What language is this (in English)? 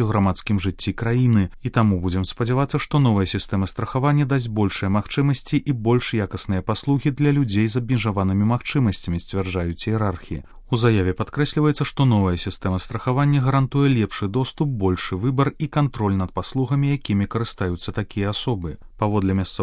Belarusian